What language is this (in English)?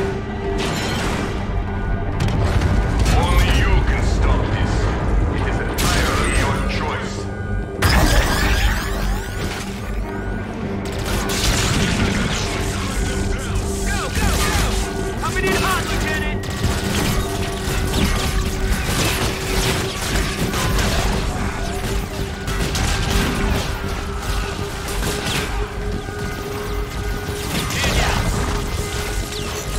English